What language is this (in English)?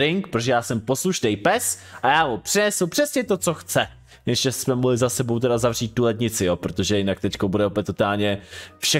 Czech